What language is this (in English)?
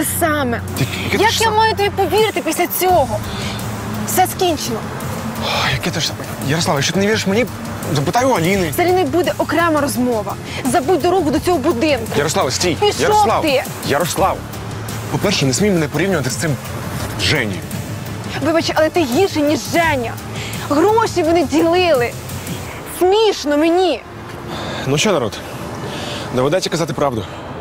Ukrainian